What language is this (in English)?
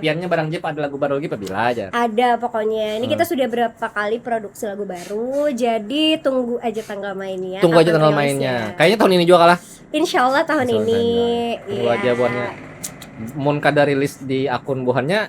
Banjar